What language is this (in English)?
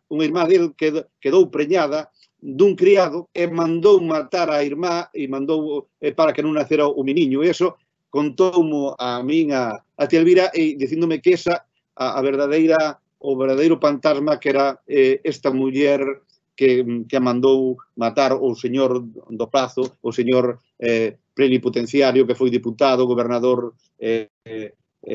Galician